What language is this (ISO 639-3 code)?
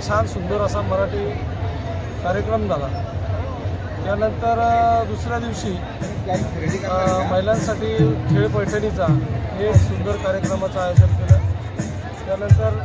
mar